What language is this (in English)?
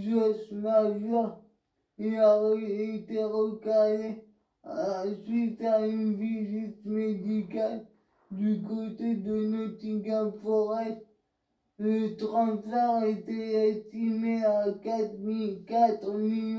French